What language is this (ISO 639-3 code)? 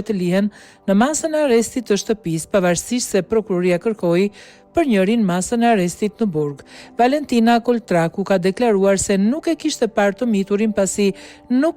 sqi